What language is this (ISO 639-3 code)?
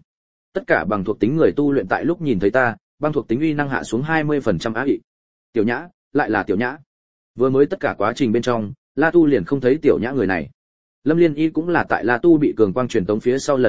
vie